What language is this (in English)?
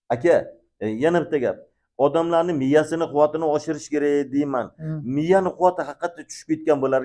Uzbek